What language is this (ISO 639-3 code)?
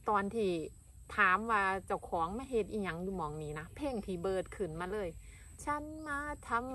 tts